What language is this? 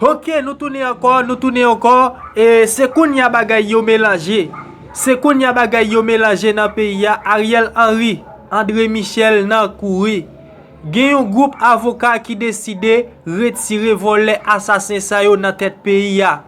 Haitian Creole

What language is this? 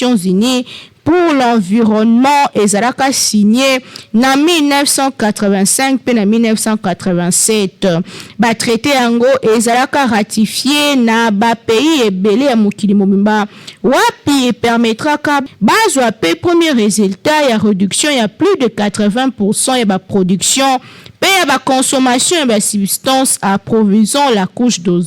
Lingala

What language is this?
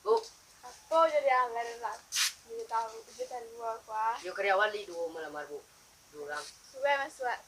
Minangkabau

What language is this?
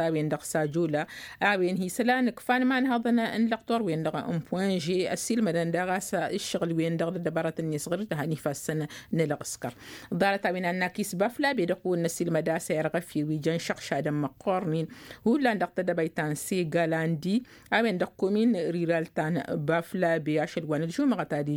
Tamasheq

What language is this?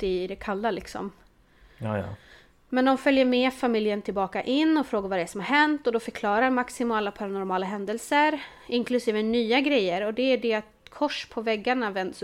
Swedish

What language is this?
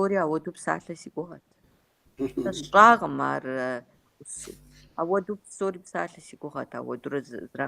Kabardian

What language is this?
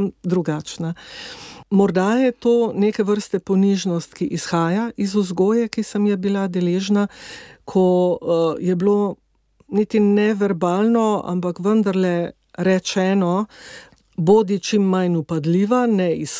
Slovenian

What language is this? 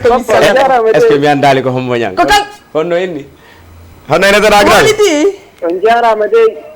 Fula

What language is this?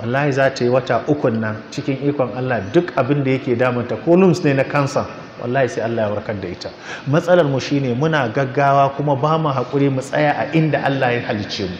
Hausa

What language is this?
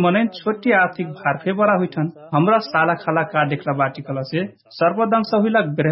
Dangaura Tharu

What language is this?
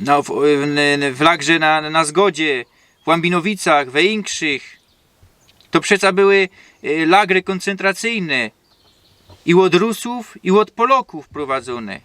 Silesian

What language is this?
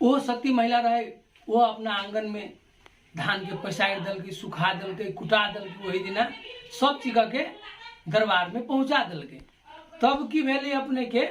Maithili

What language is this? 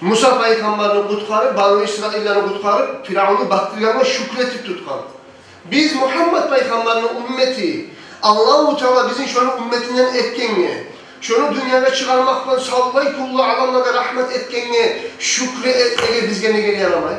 Kumyk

